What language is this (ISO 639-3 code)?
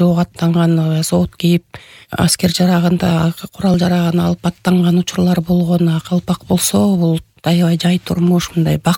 kir